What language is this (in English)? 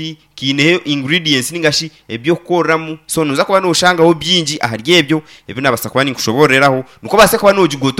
Nyankole